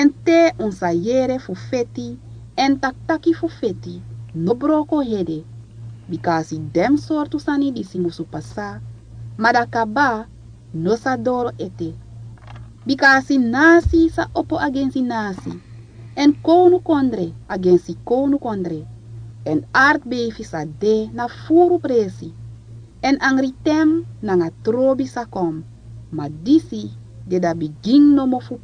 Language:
Sranan Tongo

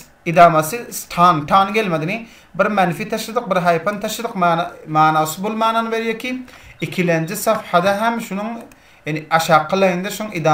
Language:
Turkish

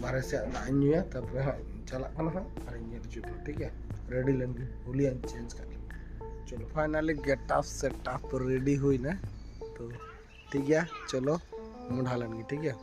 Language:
Santali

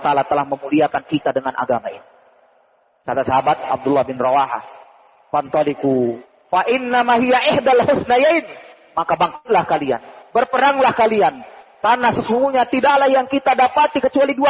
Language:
Indonesian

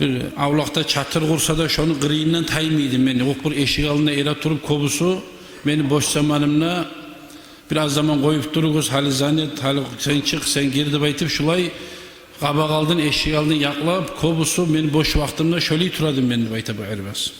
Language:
Kumyk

